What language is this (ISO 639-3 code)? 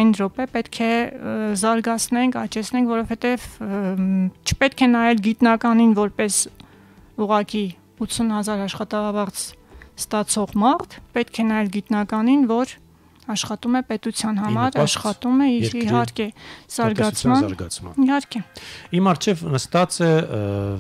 hye